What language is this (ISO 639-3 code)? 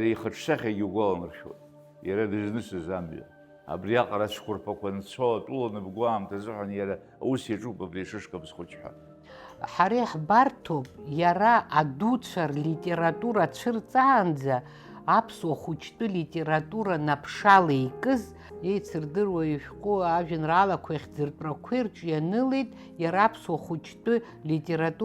abk